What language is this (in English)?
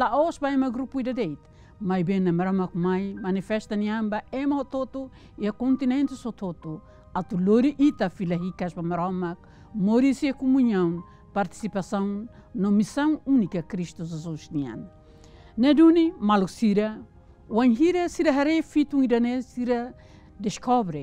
Tetum